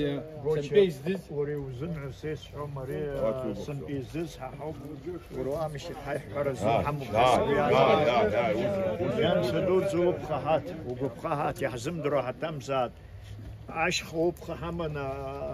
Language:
Abkhazian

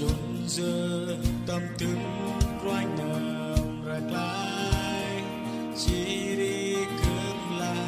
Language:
Central Mnong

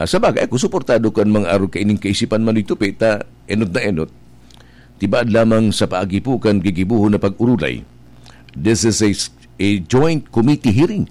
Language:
Bikol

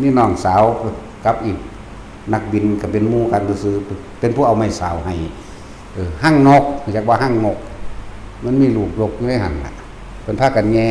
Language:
Northeastern Thai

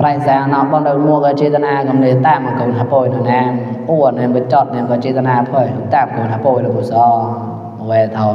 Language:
Mon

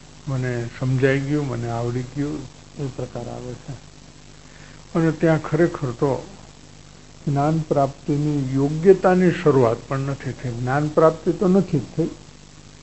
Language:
Gujarati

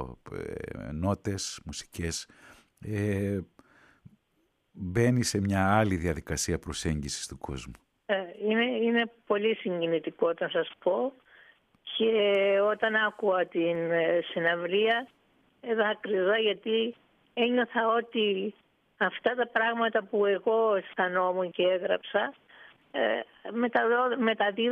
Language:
Greek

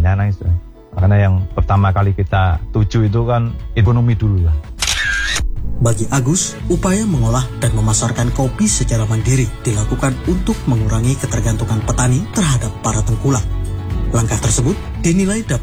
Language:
Indonesian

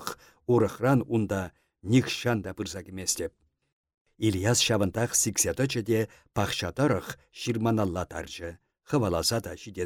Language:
Chuvash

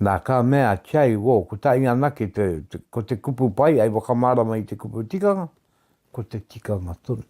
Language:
Māori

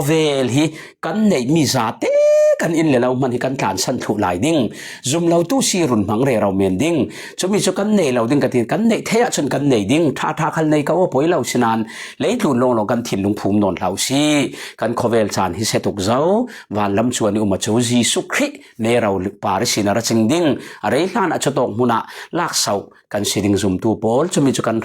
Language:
Falam Chin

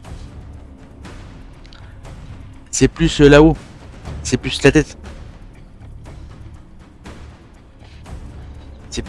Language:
French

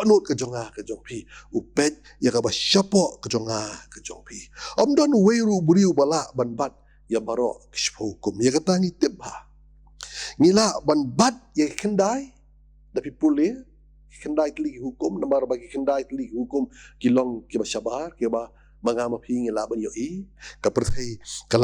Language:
Khasi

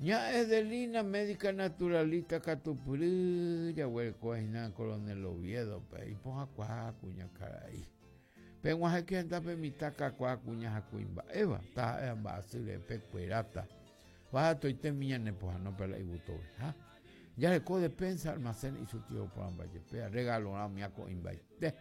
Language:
Guarani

